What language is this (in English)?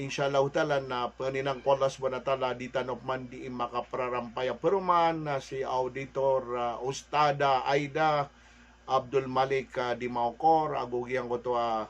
Maranao